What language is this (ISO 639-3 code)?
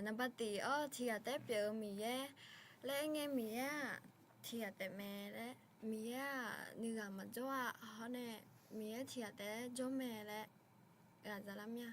ahk